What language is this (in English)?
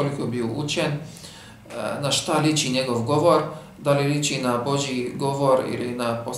Bosnian